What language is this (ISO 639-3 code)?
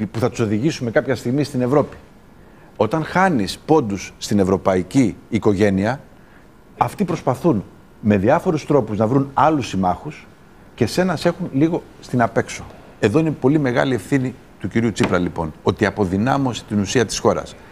ell